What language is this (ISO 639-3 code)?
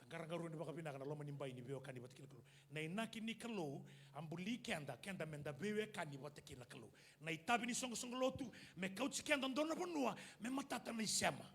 fij